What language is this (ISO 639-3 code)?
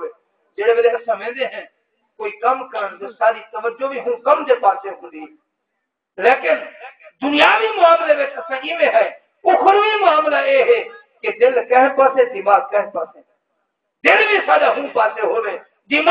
skr